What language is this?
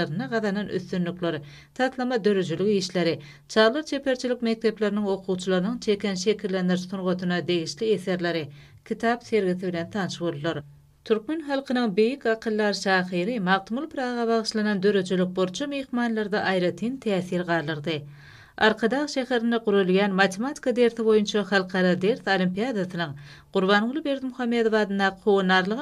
Turkmen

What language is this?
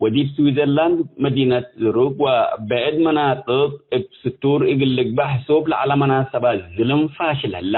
Tigre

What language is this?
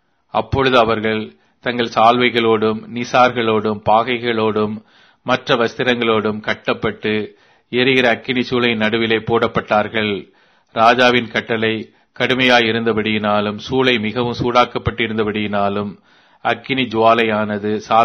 Tamil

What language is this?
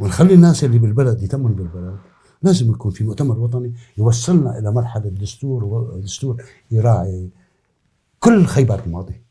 North Levantine Arabic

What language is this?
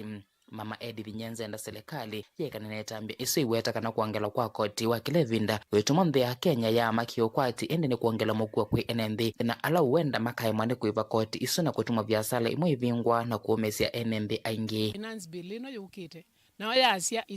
Kamba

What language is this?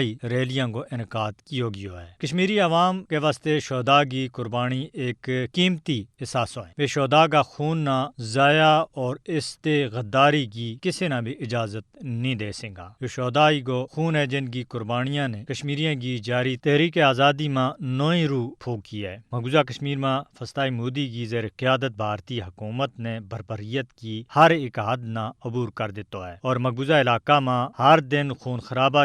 Gujari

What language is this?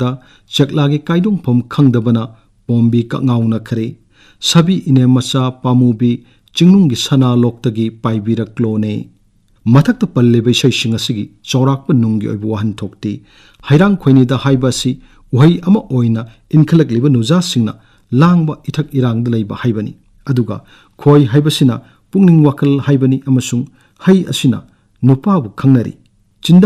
Manipuri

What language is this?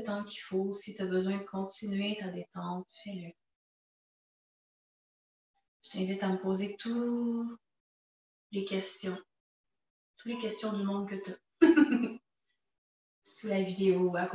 French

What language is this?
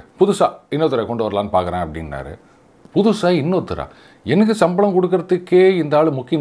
Tamil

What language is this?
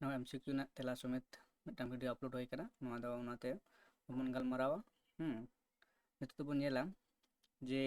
Santali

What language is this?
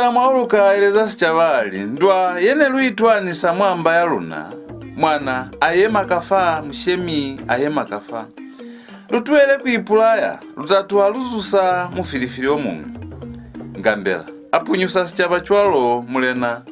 Lozi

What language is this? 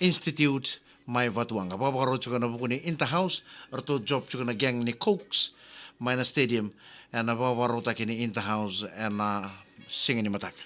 Fijian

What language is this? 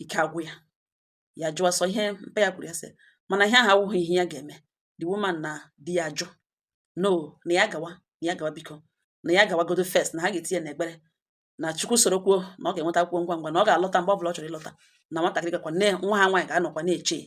Igbo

